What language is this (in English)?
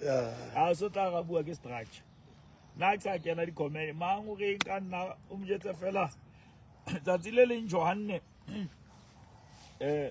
Southern Sotho